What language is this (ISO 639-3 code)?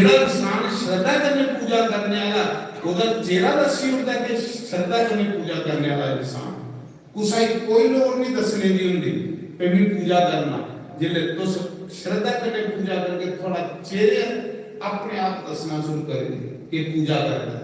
doi